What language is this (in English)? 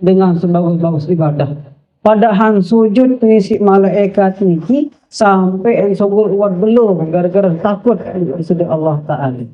Sasak